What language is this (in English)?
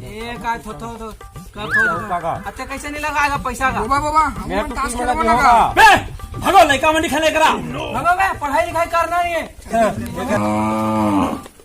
Chhattisgarhi